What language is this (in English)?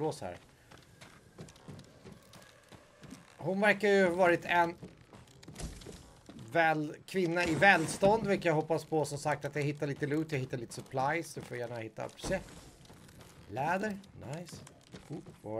Swedish